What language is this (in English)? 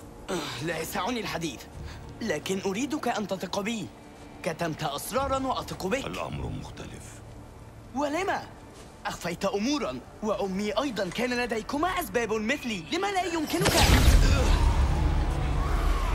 Arabic